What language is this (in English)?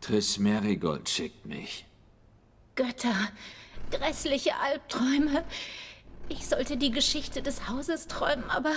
Swiss German